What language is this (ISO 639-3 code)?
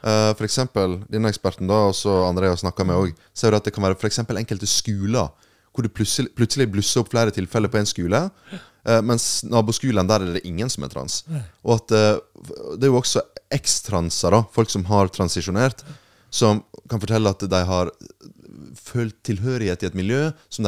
nor